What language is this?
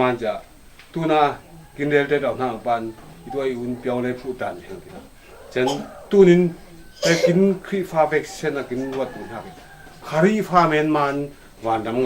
Falam Chin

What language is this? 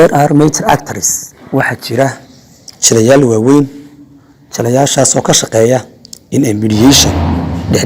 Somali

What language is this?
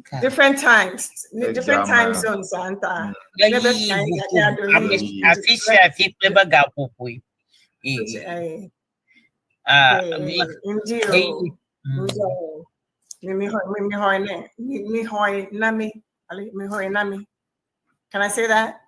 Ewe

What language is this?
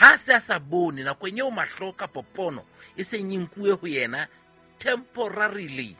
Southern Sotho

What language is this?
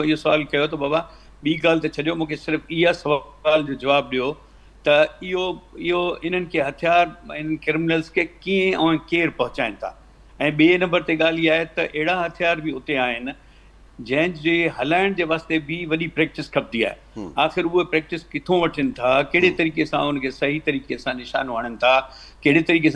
Sindhi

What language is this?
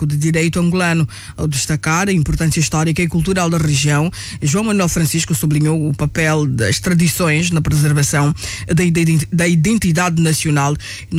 Portuguese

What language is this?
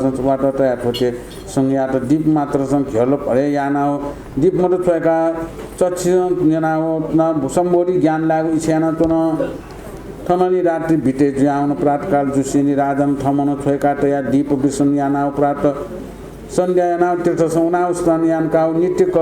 Newari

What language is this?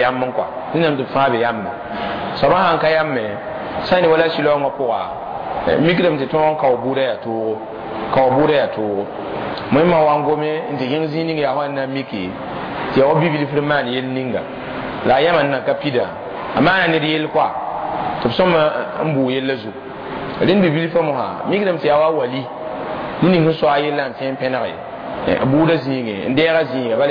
Mossi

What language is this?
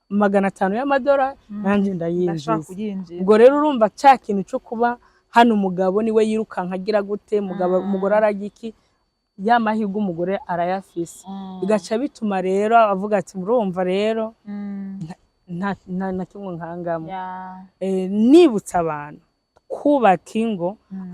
Rundi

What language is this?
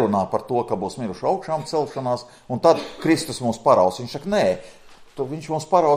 Latvian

